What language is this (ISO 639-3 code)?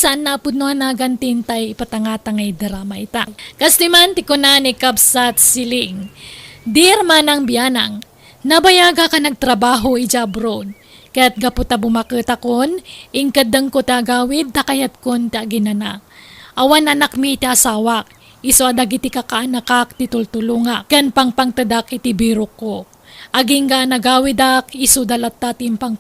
ilo